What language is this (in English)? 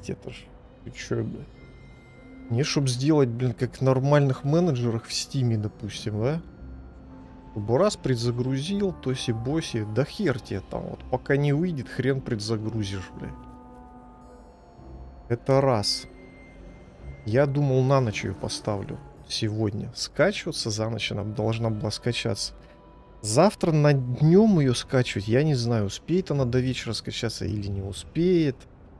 Russian